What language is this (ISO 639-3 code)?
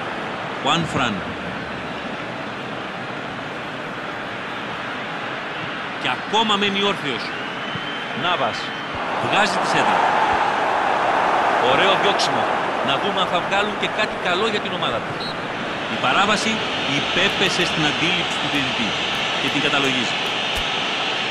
ell